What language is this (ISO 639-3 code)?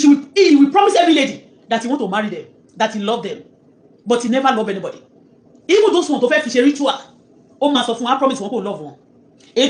yor